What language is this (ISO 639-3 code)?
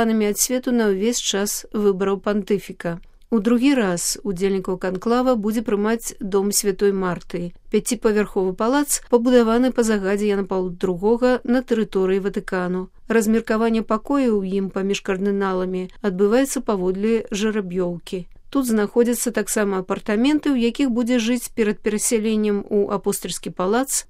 bel